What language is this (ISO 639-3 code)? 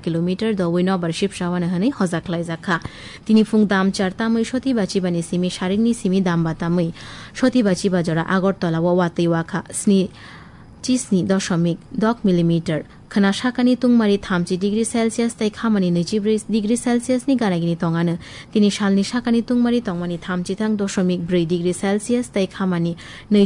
trp